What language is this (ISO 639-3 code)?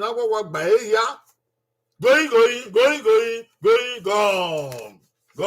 bin